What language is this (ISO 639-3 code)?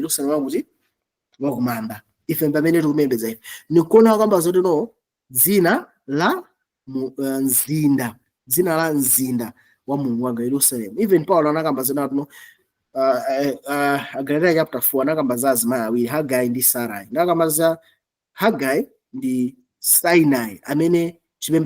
nya